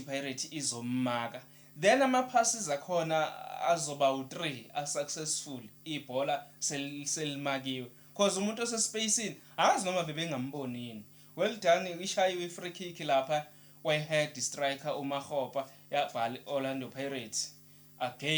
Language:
Zulu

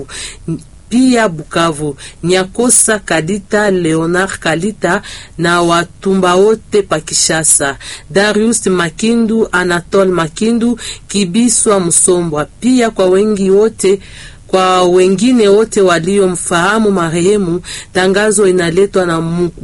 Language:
Swahili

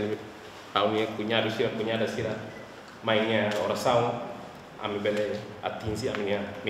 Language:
Tetum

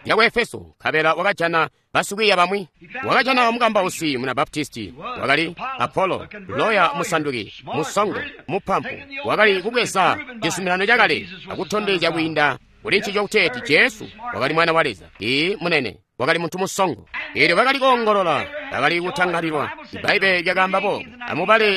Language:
Tonga (Zambia)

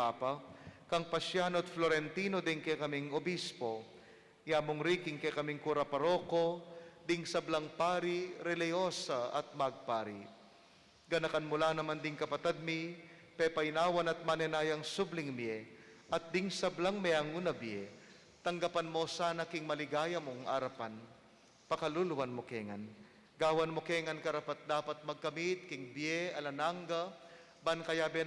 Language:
Pampanga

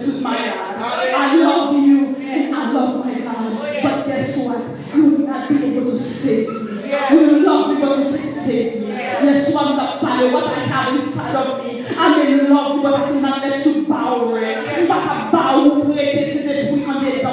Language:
Haitian Creole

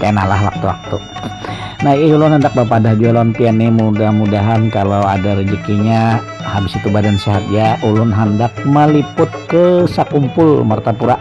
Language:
Banjar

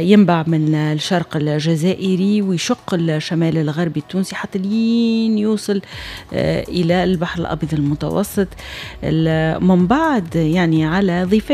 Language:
Tunisian Arabic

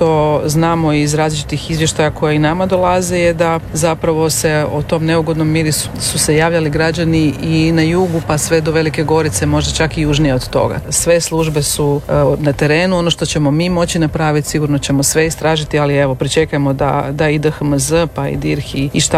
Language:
Croatian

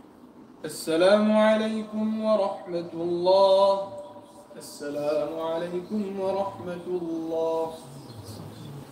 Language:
Arabic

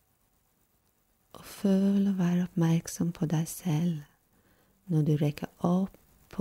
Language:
Norwegian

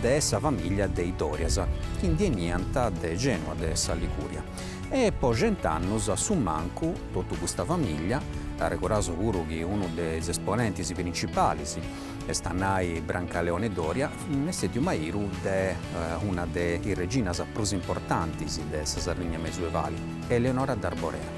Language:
Sardinian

